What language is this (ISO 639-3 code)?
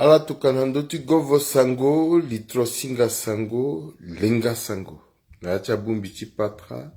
sag